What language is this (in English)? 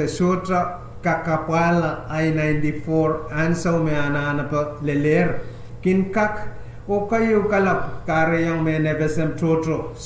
Pohnpeian